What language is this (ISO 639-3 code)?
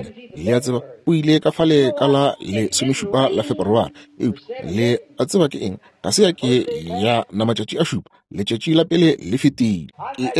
nso